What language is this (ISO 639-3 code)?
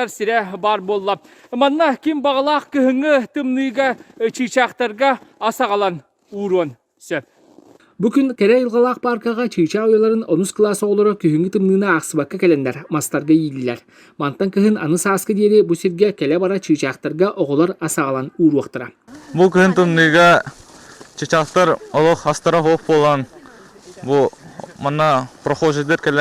sah